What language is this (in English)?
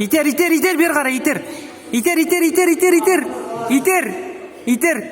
Kazakh